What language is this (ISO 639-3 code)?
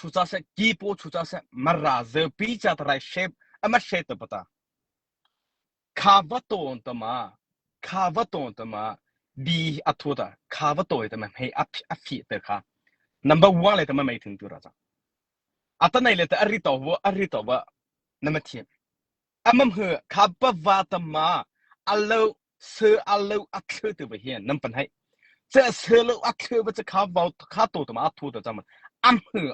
mrh